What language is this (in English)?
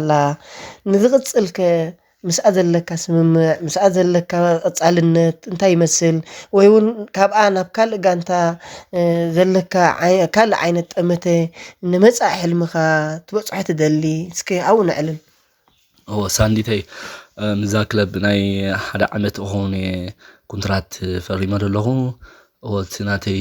Tigrinya